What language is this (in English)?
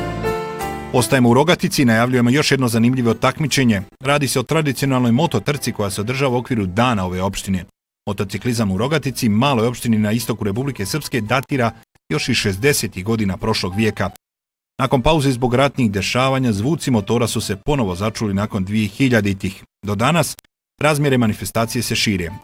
Bosnian